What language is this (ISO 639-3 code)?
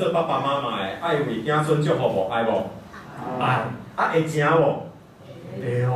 nan